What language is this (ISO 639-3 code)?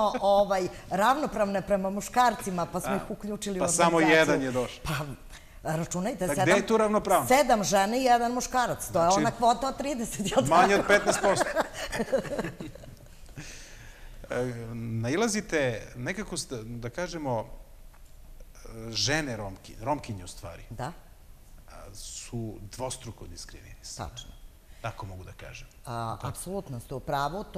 srp